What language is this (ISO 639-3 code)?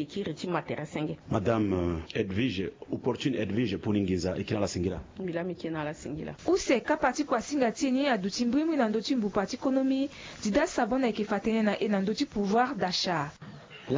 sag